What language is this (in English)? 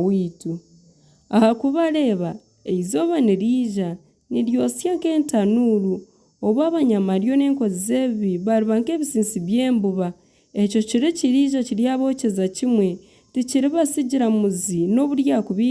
Nyankole